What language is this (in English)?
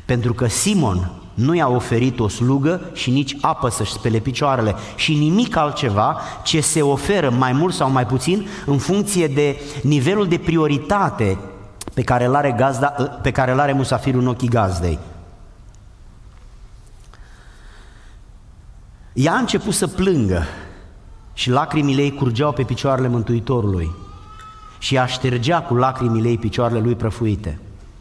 Romanian